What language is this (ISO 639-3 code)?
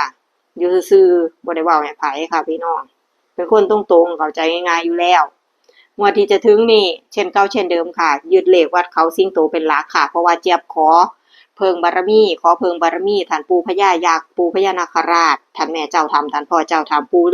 tts